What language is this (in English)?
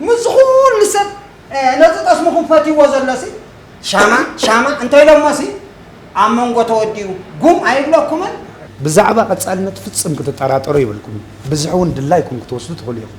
Tigrinya